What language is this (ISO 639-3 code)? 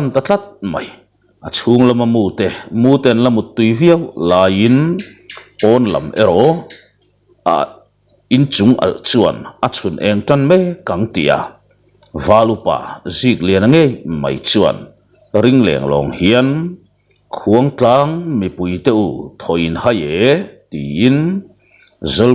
lus